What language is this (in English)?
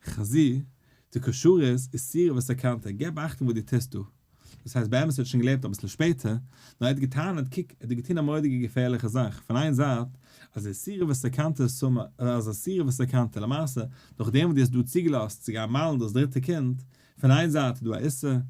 Yiddish